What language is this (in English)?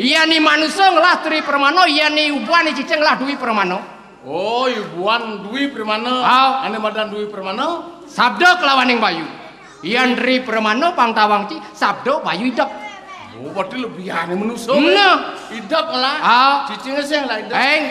Balinese